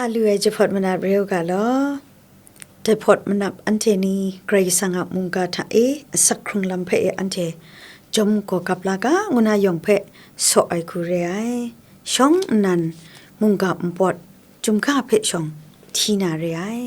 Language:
Kachin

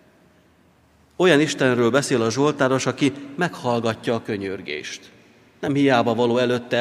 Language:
Hungarian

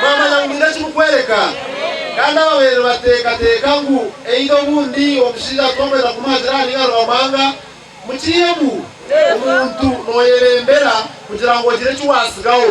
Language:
Nyankole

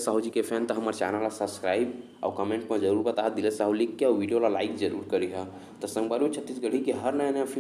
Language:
Chhattisgarhi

